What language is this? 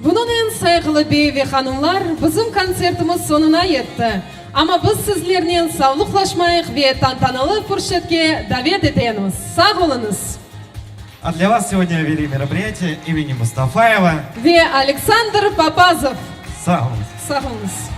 Crimean Tatar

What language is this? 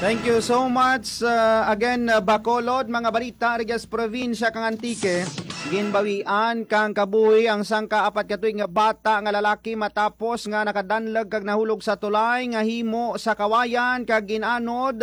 Hiligaynon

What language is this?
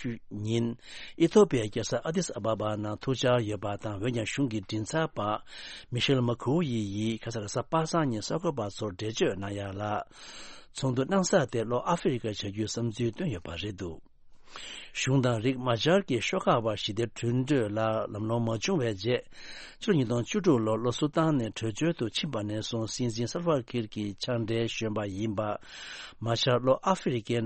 Tibetan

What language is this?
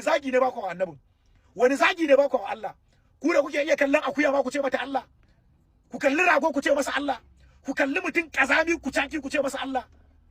Hausa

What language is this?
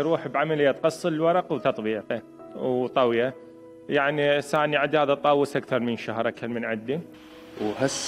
Mesopotamian Arabic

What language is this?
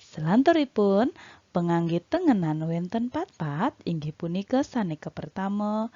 Balinese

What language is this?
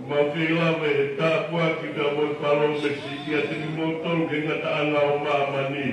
Tongan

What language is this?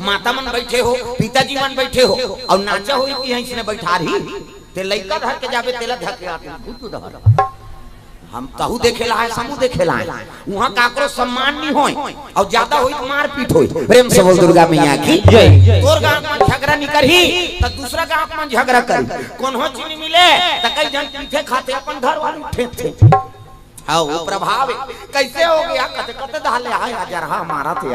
Chhattisgarhi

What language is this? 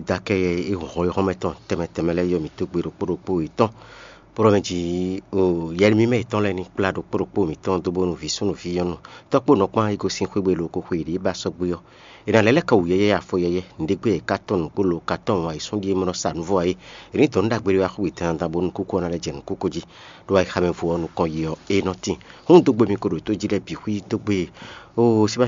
Fon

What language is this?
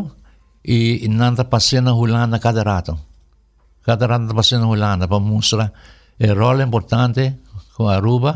Papiamento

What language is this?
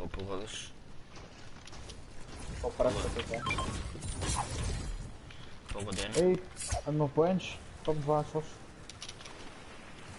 Bulgarian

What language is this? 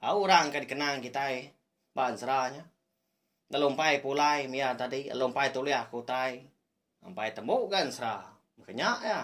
Iban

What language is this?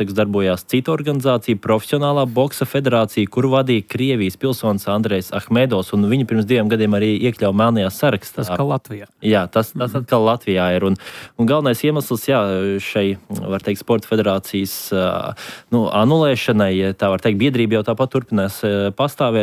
Latvian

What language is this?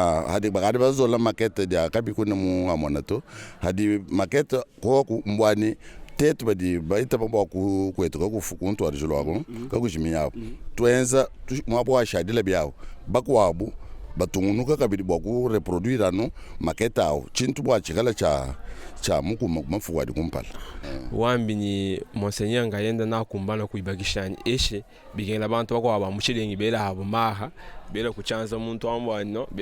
Luba-Lulua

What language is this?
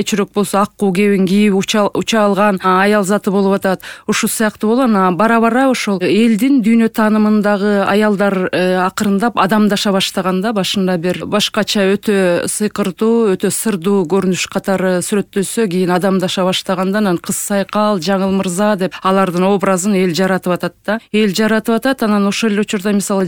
Kyrgyz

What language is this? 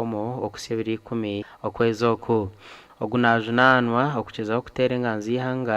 Nyankole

